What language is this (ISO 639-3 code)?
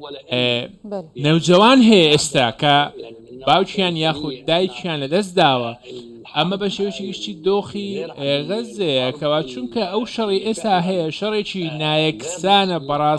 ckb